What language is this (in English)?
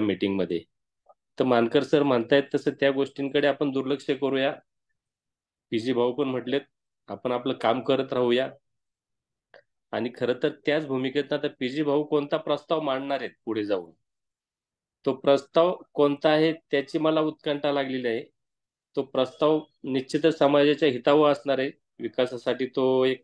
Marathi